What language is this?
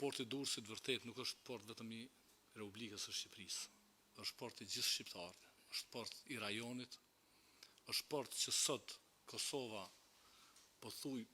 Albanian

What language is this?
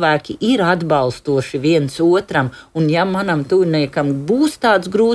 Latvian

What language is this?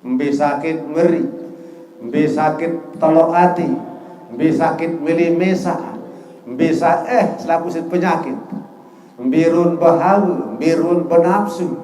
Sasak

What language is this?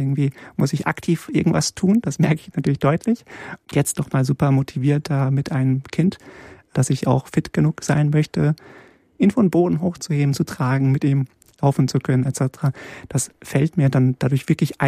German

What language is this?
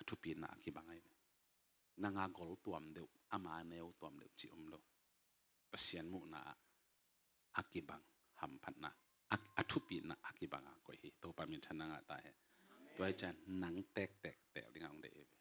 Tedim Chin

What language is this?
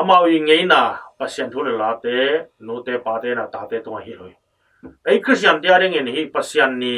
Tedim Chin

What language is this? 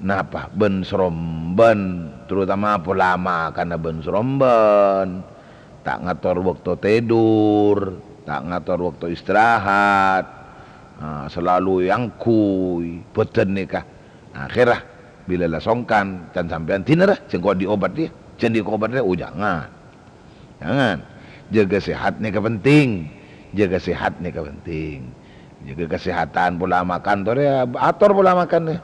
Madurese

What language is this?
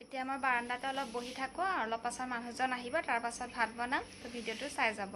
Assamese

